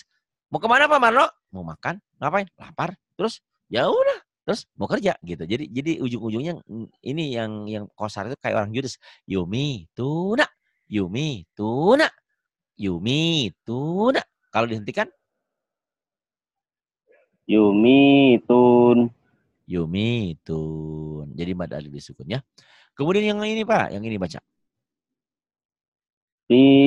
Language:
Indonesian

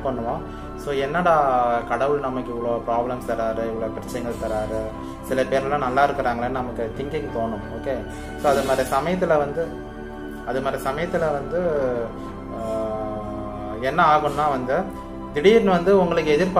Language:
Tamil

